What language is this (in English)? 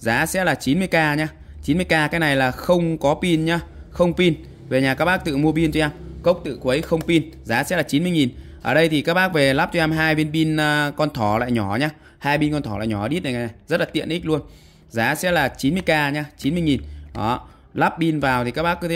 Vietnamese